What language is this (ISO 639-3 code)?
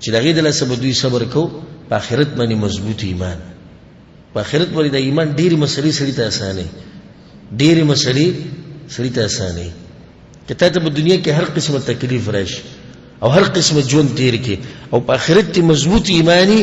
pus